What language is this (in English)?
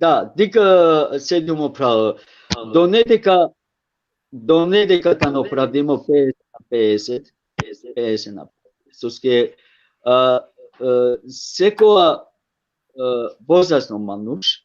Balkan Romani